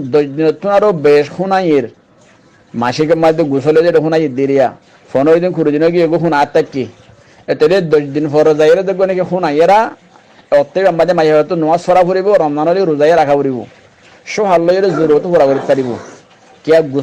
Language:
Rohingya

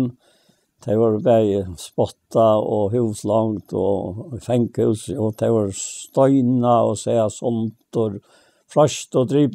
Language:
Faroese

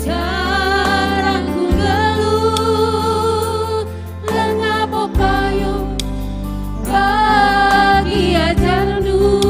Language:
Batak Karo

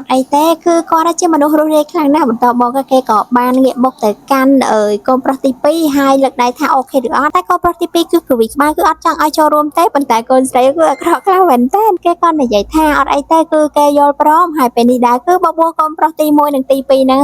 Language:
Khmer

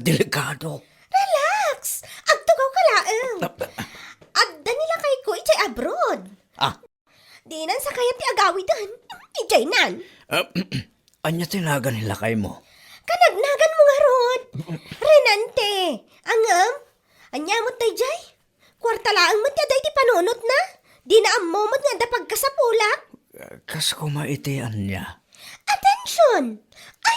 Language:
Iloko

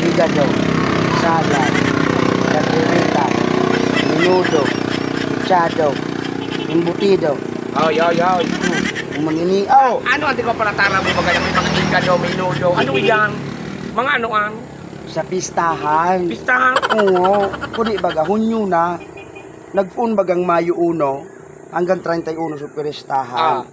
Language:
Bikol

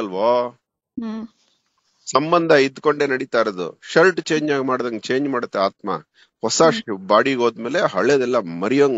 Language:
Kannada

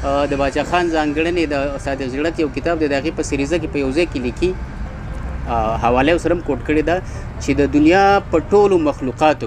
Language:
Pashto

